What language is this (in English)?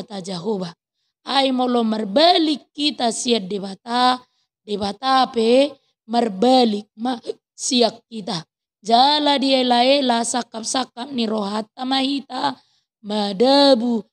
Batak Toba